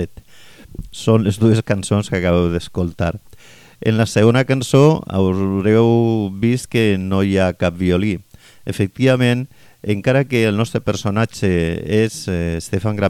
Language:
Catalan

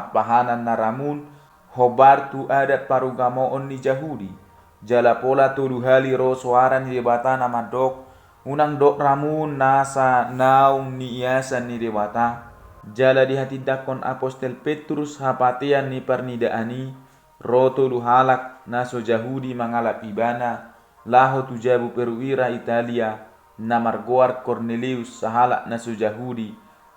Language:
Batak Toba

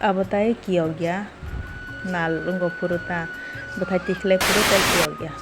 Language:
Kok Borok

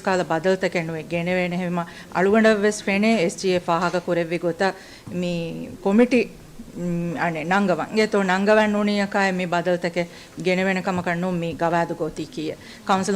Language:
Divehi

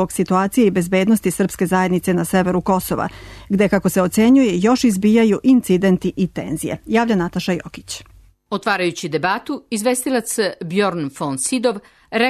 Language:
Serbian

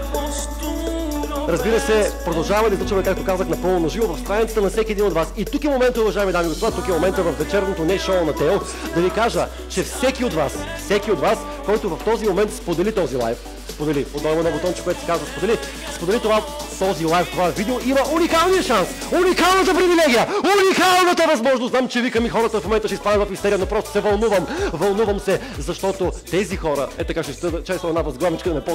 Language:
Bulgarian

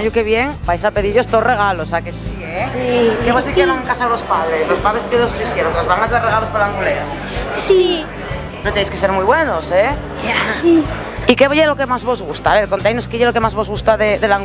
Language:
Asturian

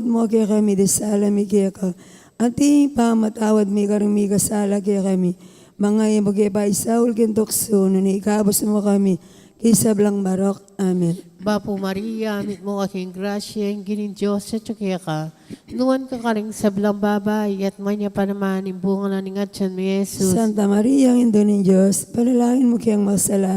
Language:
Pampanga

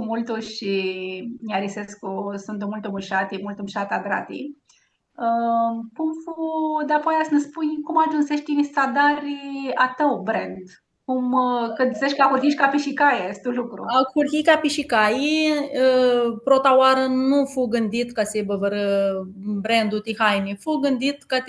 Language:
Aromanian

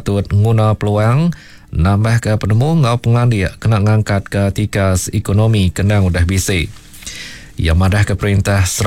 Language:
Iban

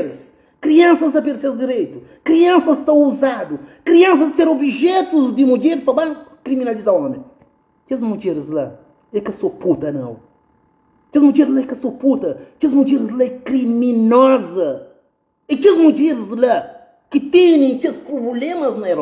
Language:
Kabuverdianu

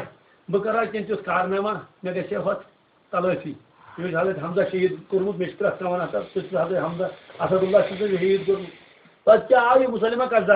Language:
Kashmiri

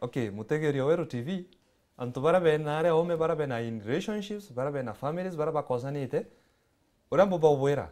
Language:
Meru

